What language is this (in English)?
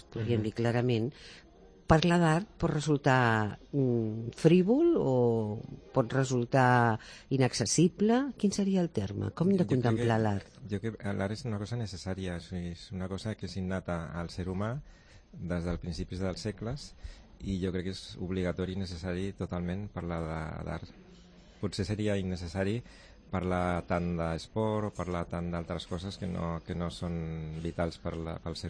Catalan